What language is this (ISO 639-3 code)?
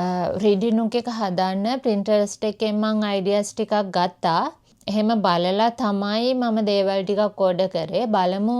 sin